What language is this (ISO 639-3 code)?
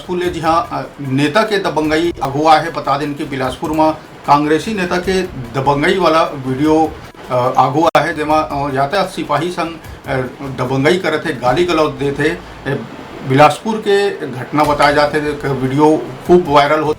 hne